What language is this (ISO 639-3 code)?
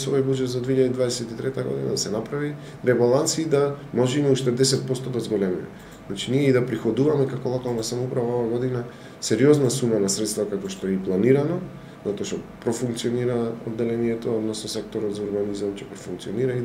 mkd